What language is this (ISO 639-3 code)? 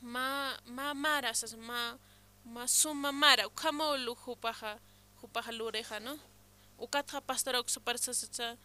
aym